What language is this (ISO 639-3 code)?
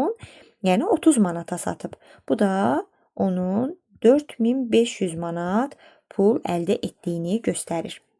aze